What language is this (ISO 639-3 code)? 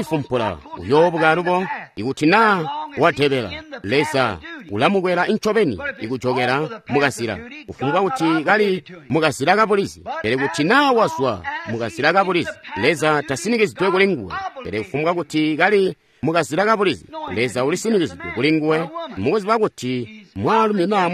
toi